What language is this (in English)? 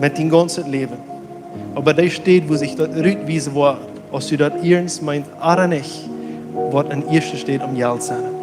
Plautdietsch